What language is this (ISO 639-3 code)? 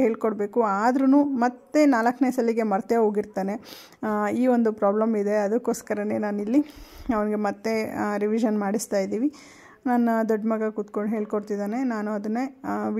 kan